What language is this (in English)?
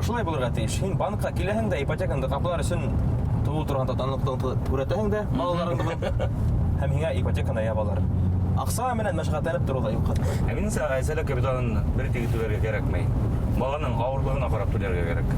Bashkir